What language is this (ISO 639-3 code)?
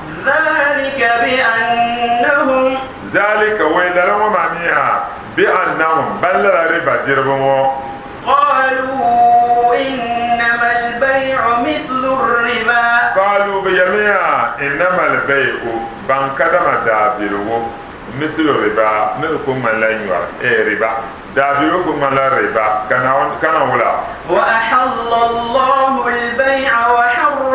dag